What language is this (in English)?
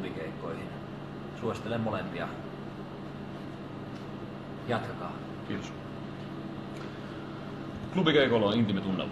Finnish